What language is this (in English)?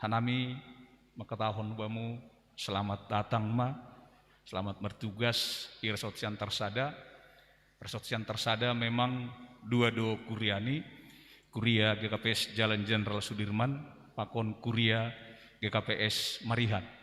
Batak Simalungun